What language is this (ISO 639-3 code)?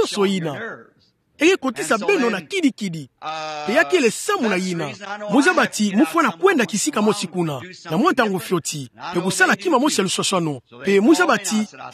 ktu